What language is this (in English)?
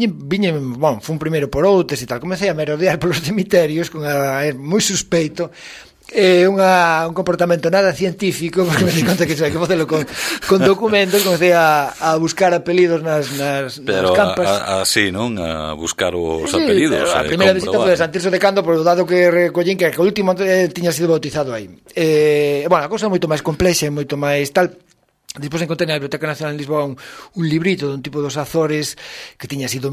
Galician